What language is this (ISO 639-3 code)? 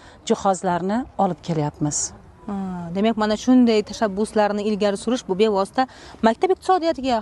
uzb